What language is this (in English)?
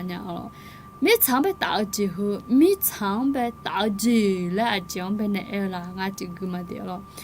Akha